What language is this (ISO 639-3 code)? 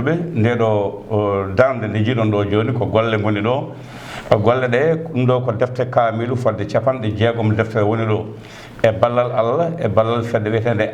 ful